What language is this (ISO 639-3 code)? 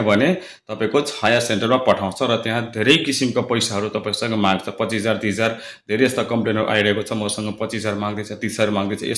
nep